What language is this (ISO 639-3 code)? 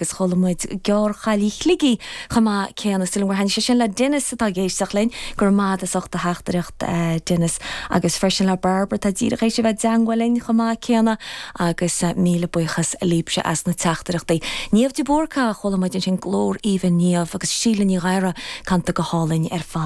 gle